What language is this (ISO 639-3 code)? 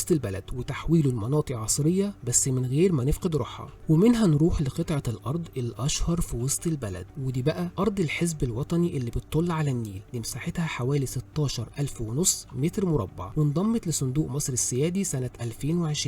arz